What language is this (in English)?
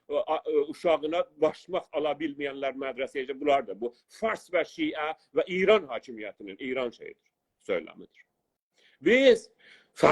South Azerbaijani